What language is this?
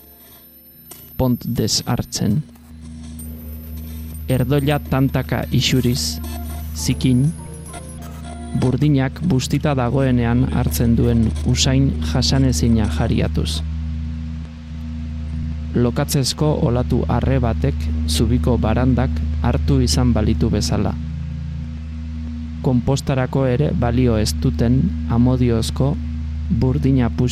Basque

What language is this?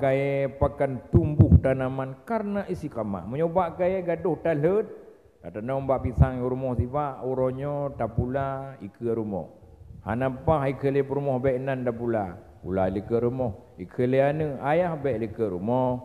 Achinese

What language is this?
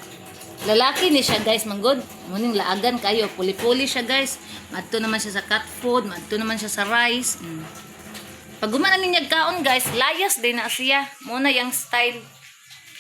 Cebuano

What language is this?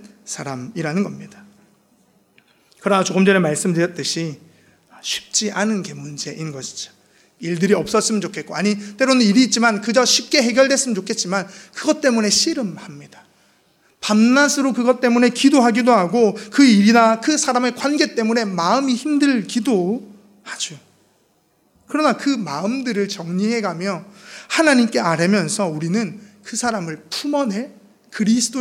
Korean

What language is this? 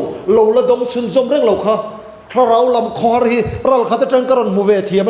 Mizo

